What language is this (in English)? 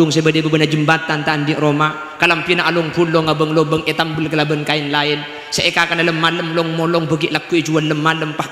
Madurese